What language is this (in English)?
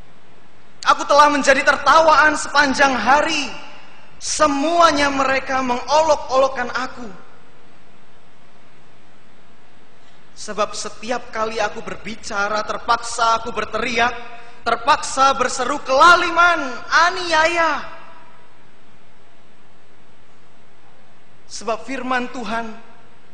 Indonesian